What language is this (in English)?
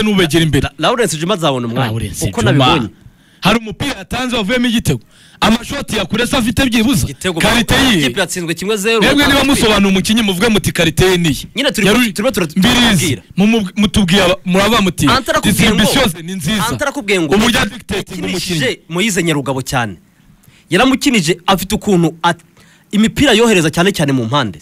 Kinyarwanda